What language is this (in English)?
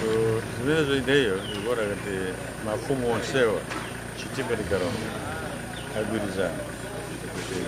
Nyanja